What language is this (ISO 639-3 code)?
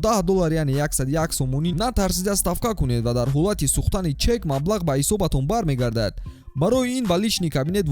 tgk